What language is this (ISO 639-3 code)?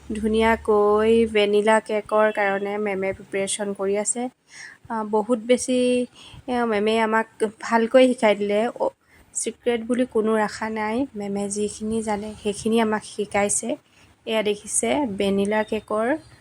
asm